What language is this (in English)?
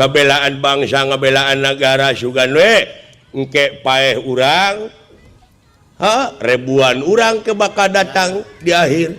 Sundanese